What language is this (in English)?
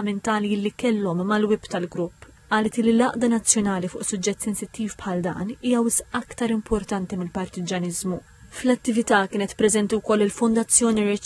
Maltese